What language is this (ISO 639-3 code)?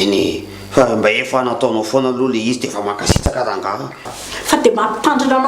mlg